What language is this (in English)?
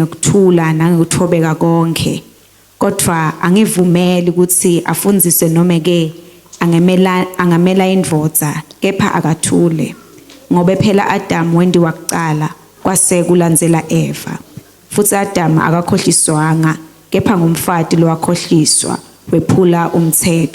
Swati